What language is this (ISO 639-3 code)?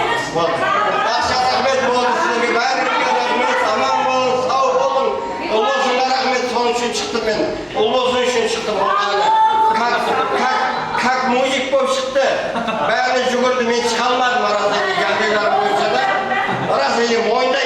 kaa